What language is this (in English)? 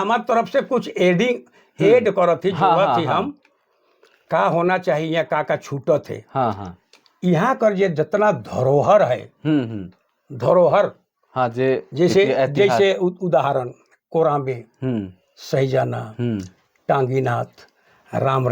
Sadri